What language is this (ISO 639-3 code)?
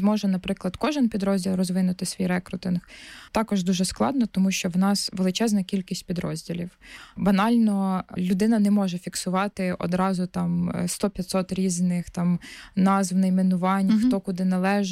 ukr